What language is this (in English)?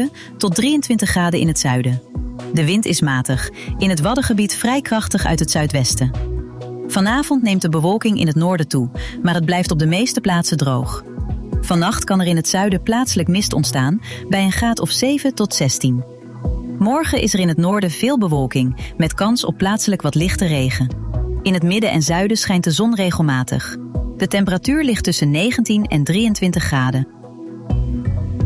Dutch